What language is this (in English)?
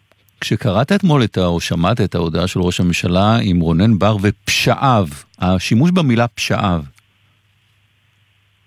Hebrew